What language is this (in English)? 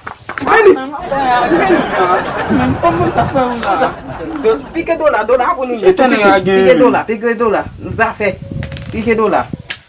Haitian Creole